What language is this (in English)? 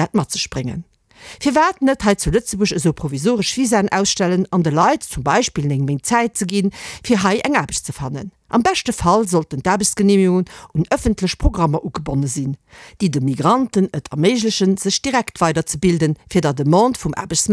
Luxembourgish